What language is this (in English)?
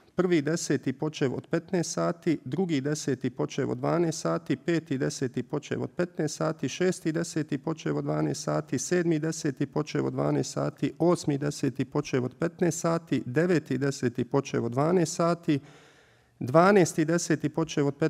Bosnian